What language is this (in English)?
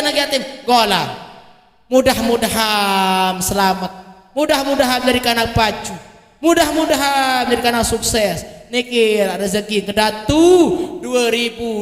Sasak